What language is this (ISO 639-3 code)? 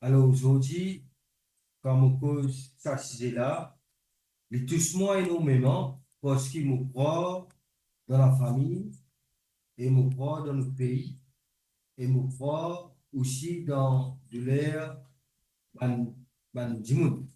mfe